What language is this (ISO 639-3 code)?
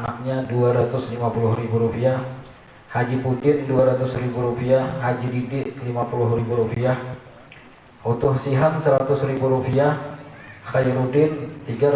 bjn